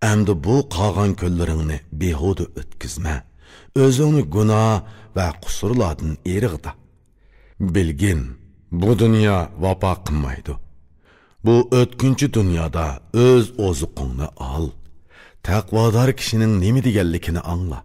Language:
Uyghur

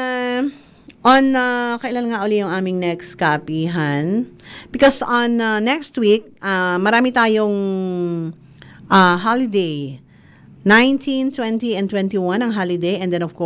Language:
Filipino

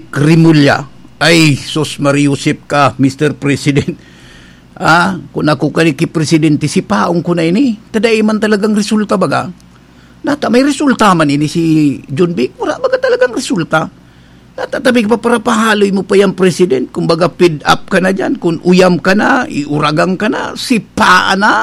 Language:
Bikol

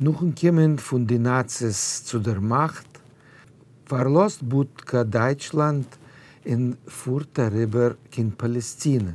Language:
Yiddish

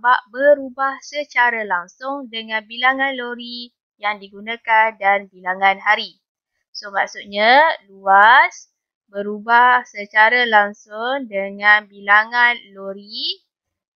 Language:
Malay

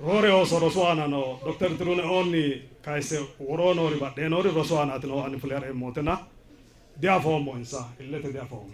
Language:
Sidamo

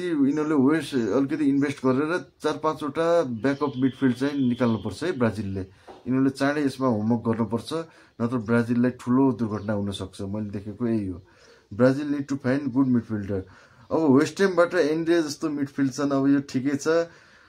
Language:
Nepali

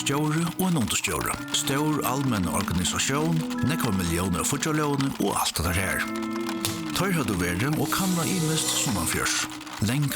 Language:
Faroese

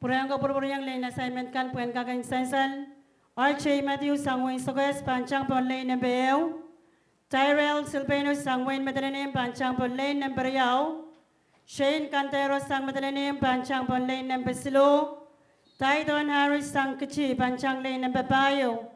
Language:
Pohnpeian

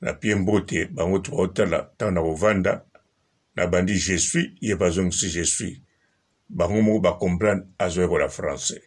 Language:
Lingala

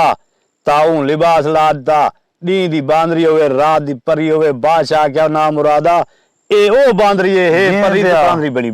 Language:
Saraiki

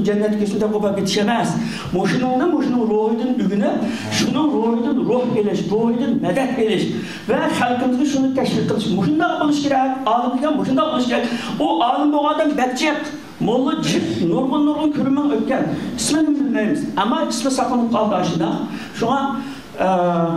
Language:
Uyghur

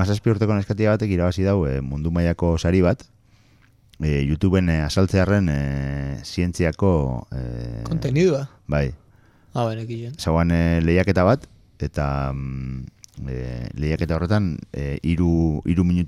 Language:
Basque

